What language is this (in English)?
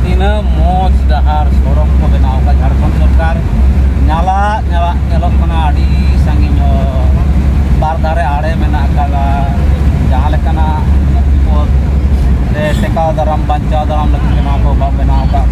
Santali